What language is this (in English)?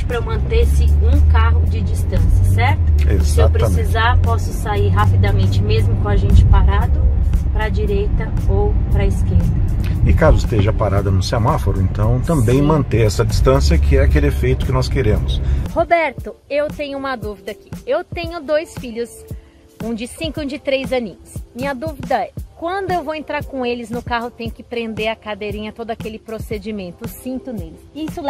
Portuguese